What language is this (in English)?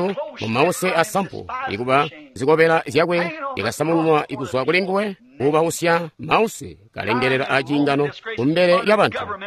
Tonga (Zambia)